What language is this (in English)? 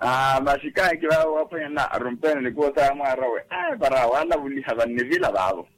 Makhuwa